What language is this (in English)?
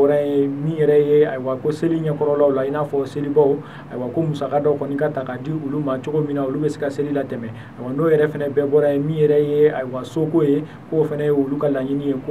Bambara